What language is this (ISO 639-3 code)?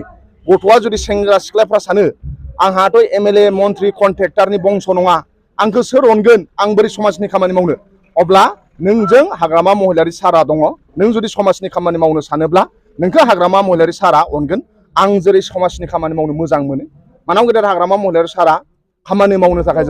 brx